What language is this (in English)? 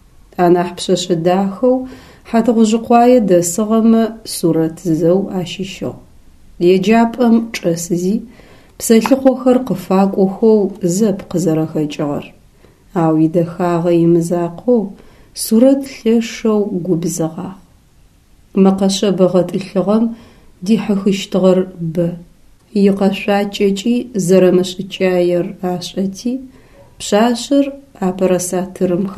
Adyghe